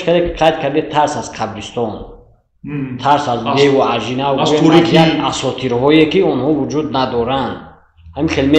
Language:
Tajik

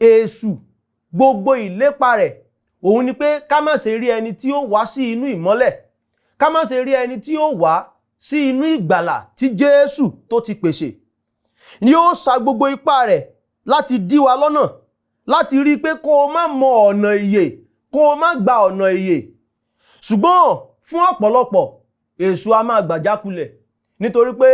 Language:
Yoruba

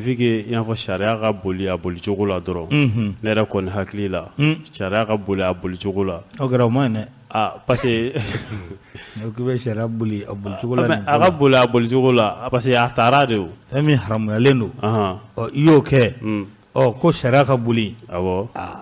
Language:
Bambara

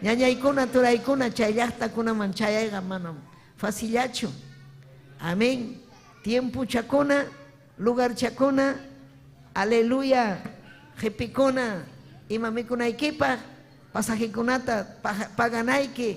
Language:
Ayacucho Quechua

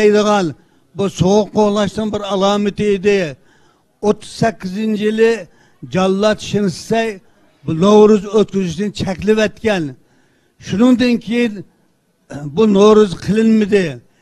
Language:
Uyghur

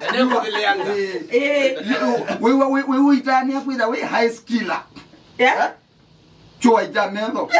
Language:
Kamba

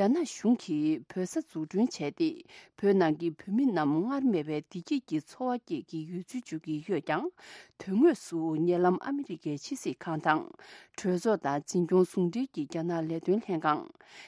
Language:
Tibetan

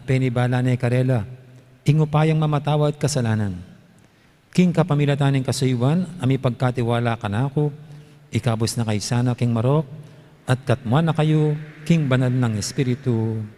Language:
Pampanga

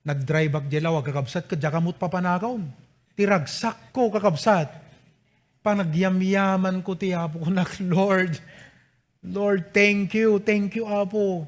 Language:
Iloko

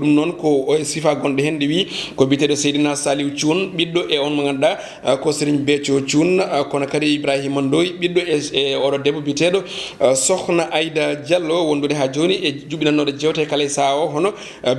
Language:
Fula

